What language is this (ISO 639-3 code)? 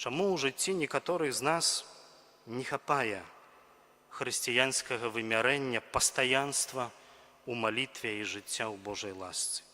bel